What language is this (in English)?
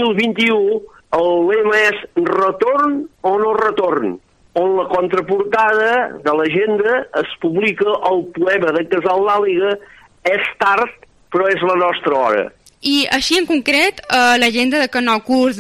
Catalan